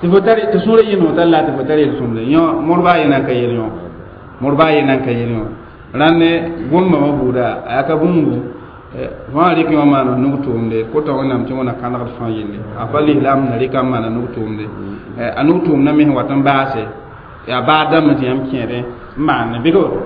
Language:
Mossi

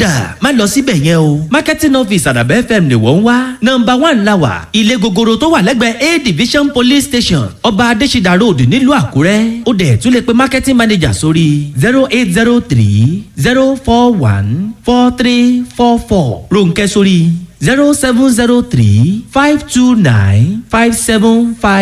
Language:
Yoruba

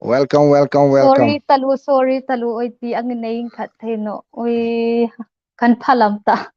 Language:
Hmar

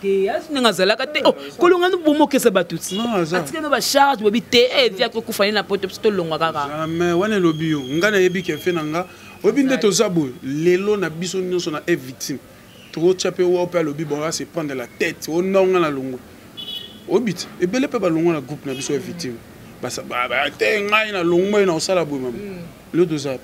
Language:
Lingala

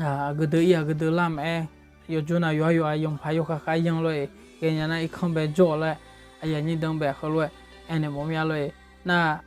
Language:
Akha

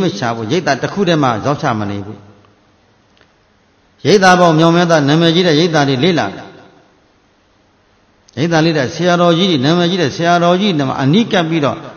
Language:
Burmese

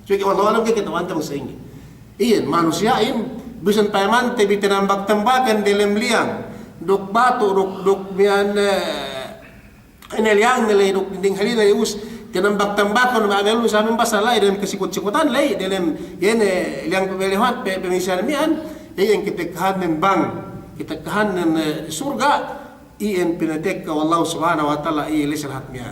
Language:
Yakan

